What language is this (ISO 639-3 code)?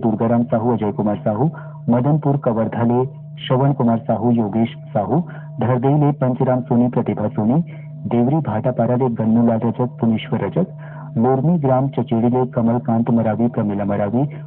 hne